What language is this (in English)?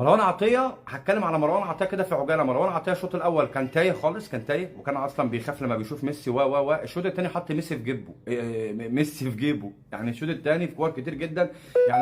Egyptian Arabic